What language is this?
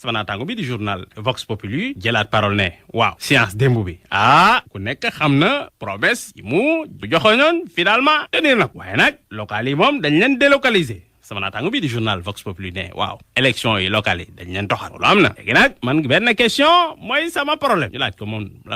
Wolof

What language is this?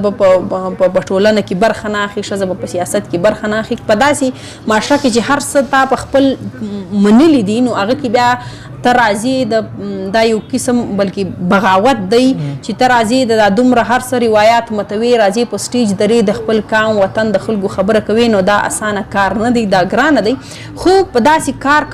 Pashto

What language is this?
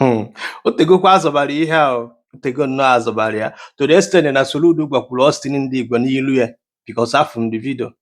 Igbo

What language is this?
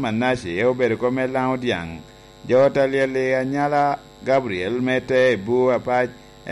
Lango (Uganda)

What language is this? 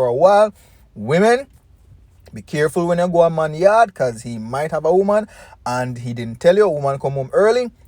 Jamaican Creole English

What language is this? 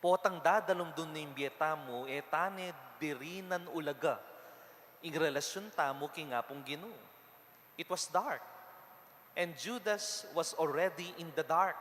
Pampanga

